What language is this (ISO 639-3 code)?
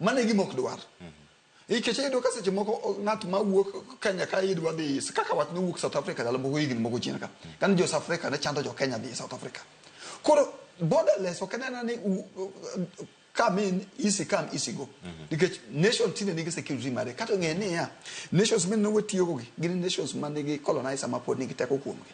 luo